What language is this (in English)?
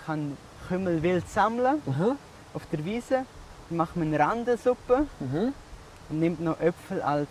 Swiss German